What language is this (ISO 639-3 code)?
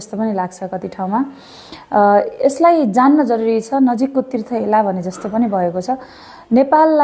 nep